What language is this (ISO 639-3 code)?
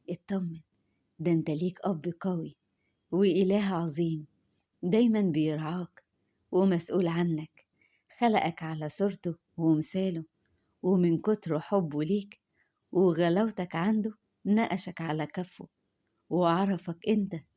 arz